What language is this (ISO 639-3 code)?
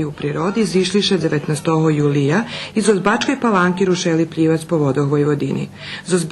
rue